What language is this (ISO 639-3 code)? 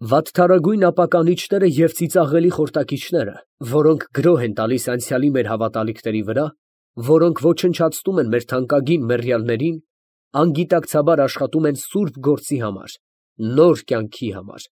hye